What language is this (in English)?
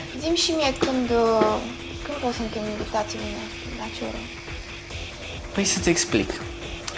Romanian